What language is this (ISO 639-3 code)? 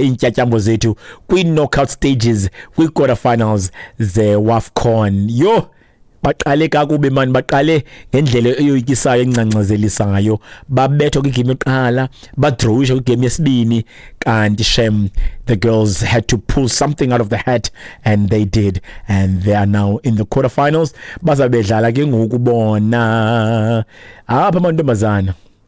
xho